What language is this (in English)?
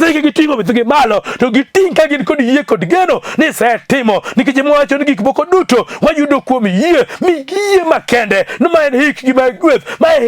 Luo (Kenya and Tanzania)